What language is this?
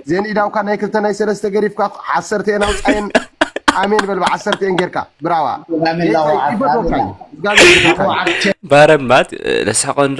Tigrinya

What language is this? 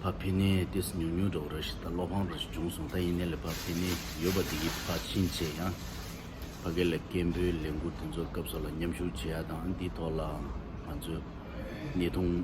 Tibetan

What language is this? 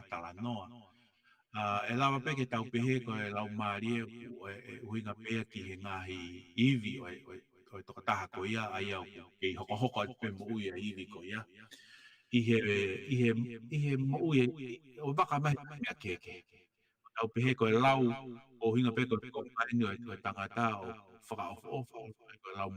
Tongan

